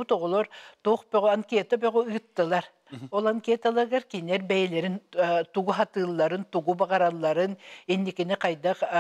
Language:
Yakut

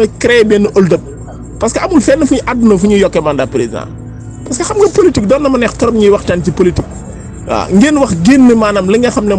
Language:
Wolof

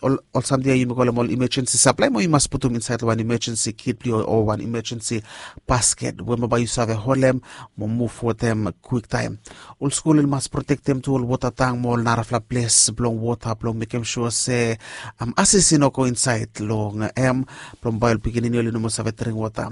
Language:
Bislama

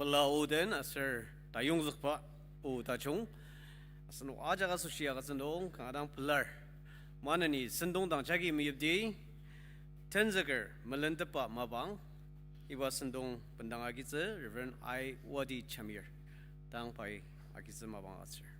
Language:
Ao Naga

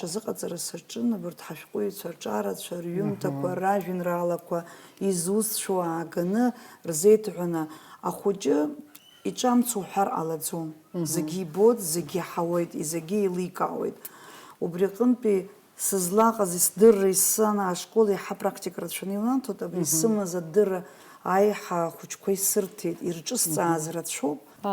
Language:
Abkhazian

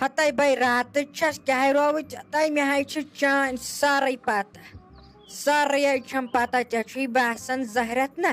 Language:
Kashmiri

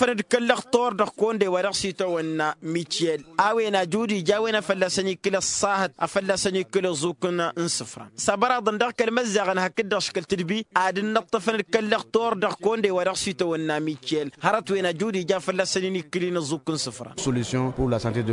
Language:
Tamasheq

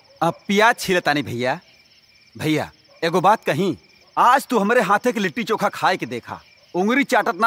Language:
Bhojpuri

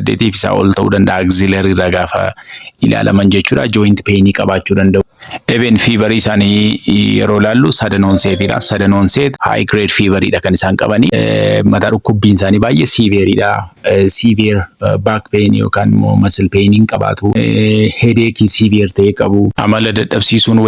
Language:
Oromo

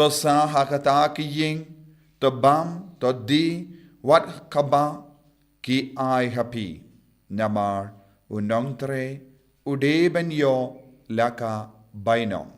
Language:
Khasi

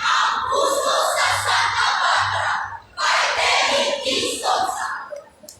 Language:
Hiligaynon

